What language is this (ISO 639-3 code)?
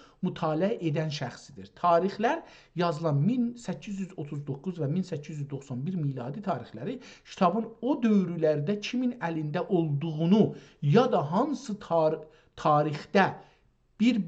azb